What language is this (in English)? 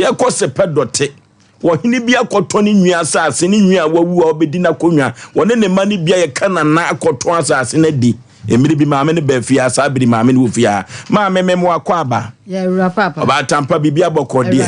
Akan